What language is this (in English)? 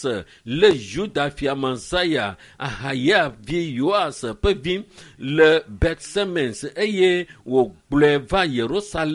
Ewe